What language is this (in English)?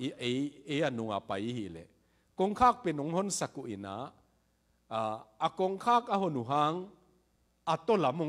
Tedim Chin